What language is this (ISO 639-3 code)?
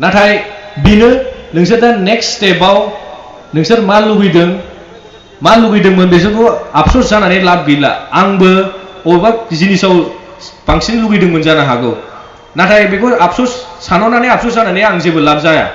brx